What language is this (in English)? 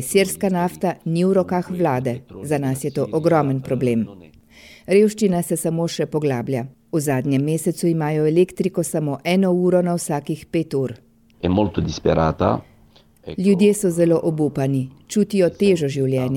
Slovenian